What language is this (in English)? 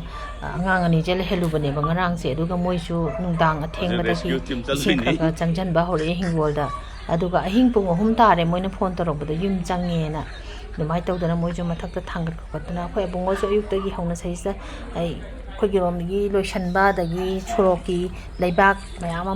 Manipuri